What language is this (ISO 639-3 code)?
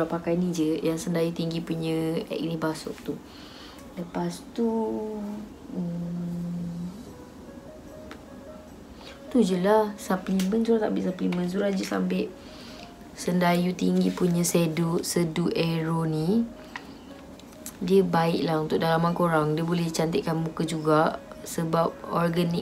msa